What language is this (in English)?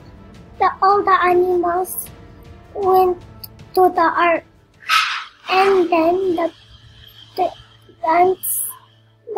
English